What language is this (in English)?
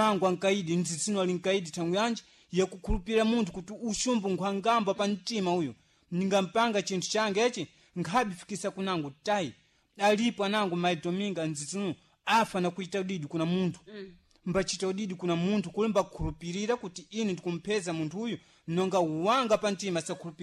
Sena